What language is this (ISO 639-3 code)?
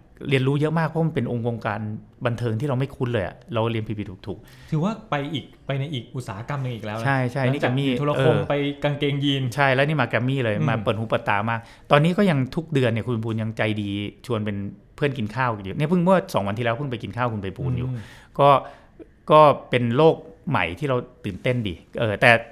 tha